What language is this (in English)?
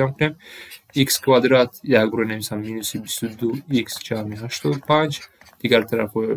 Tajik